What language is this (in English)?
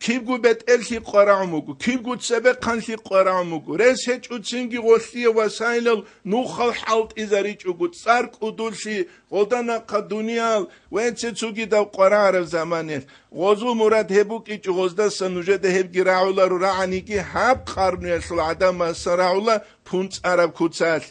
Avaric